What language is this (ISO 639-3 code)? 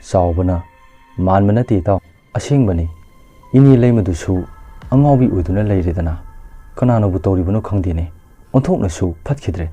mni